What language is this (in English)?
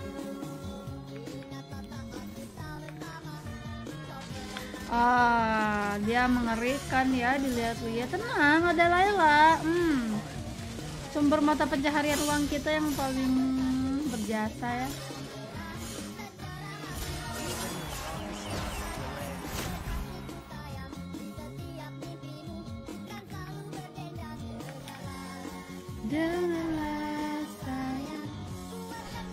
Indonesian